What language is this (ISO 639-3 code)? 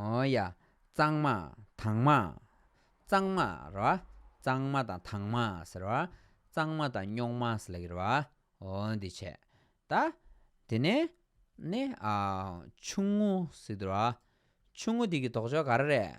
bod